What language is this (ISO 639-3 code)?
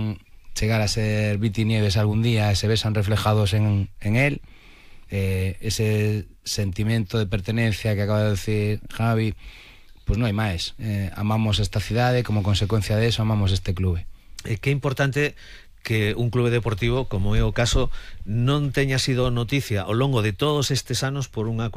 glg